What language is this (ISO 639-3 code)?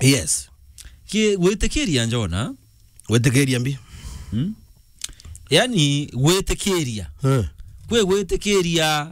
mer